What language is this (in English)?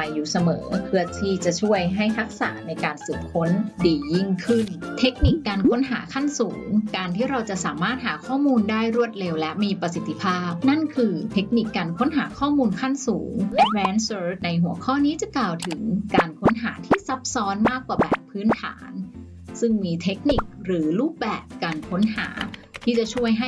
Thai